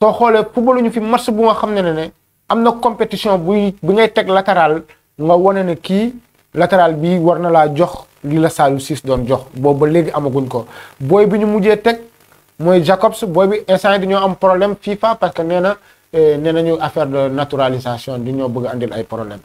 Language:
Wolof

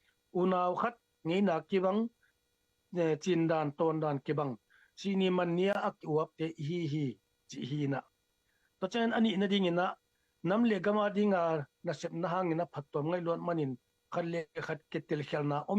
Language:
Tedim Chin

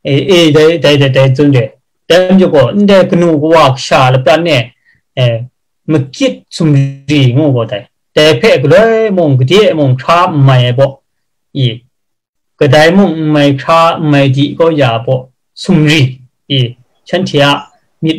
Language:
Kachin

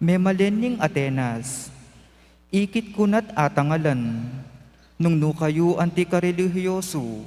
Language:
Pampanga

